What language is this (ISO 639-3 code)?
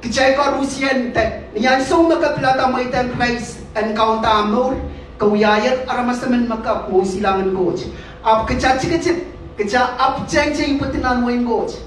pon